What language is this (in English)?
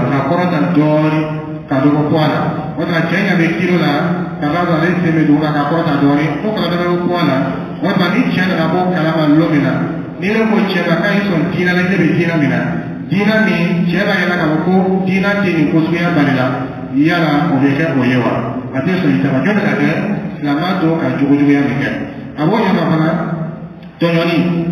Dyula